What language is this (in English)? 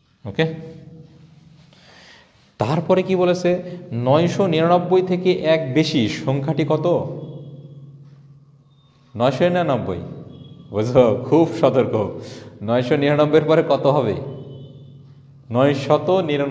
Bangla